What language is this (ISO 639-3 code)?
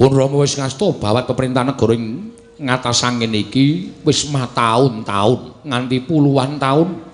jav